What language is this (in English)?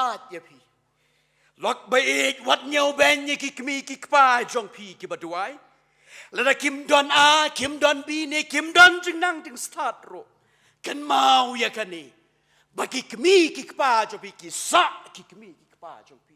Khasi